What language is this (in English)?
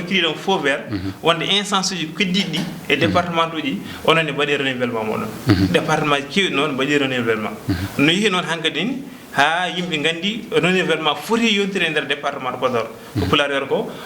Fula